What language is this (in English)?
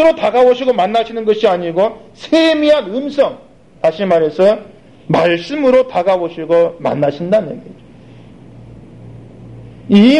Korean